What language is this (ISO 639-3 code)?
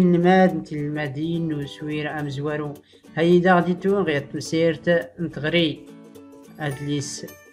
shi